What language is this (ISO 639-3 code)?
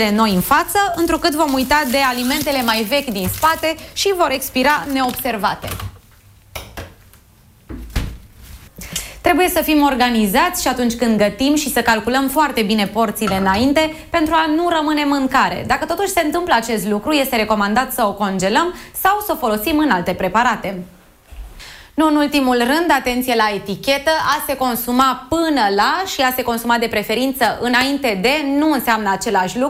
ron